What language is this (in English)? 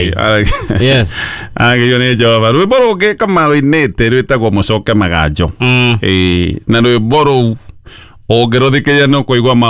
Kikuyu